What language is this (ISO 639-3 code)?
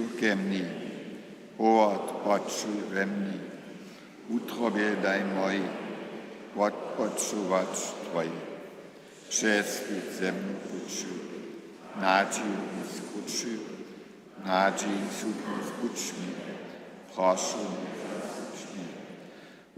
hsb